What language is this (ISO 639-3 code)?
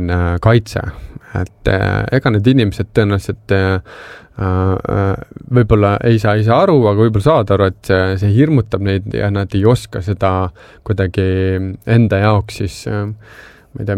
est